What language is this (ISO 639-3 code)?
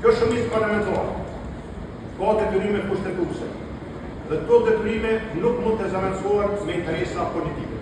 sqi